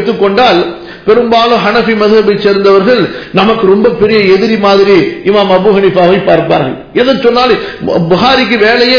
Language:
Tamil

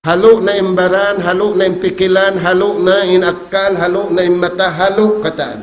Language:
Tausug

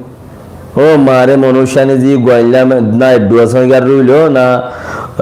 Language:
Rohingya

